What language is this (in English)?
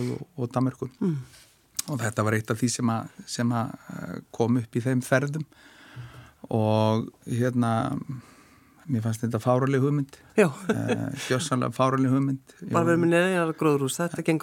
Icelandic